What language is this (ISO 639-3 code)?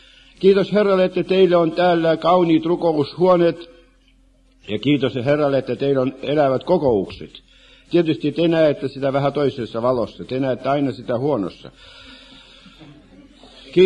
fin